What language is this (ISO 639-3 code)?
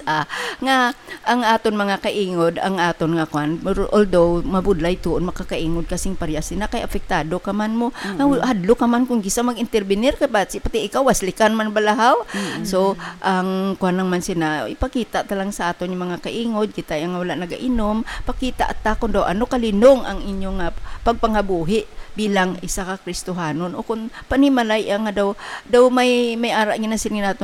hil